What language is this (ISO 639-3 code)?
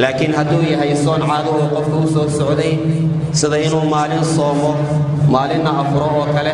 som